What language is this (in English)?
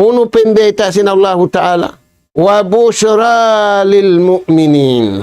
Tausug